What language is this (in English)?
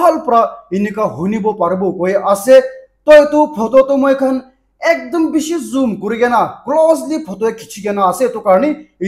Naga Pidgin